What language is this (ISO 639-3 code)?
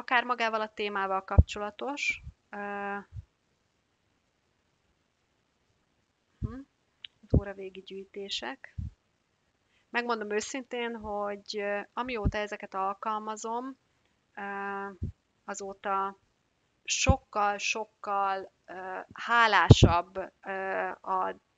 hun